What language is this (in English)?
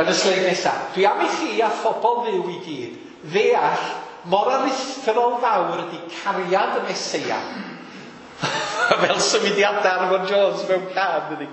Welsh